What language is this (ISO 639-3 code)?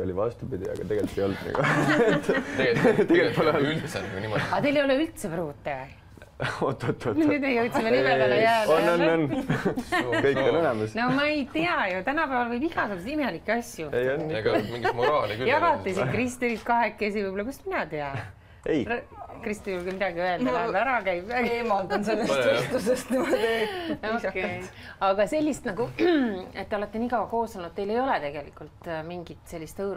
est